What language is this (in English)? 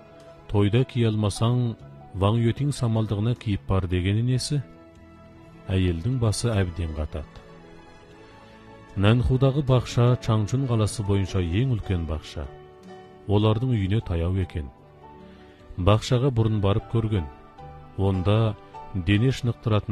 Kazakh